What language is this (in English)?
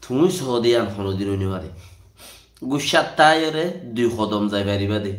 Rohingya